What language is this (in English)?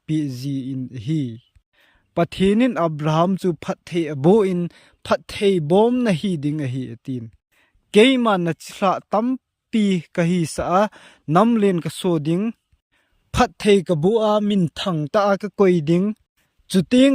Thado Chin